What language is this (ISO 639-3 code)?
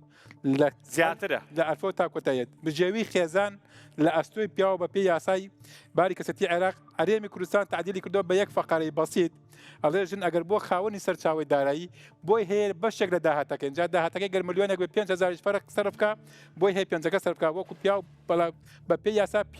ckb